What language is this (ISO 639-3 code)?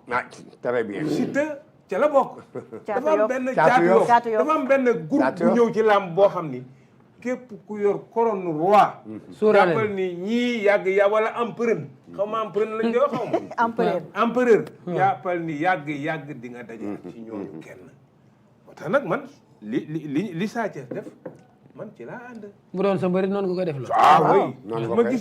wol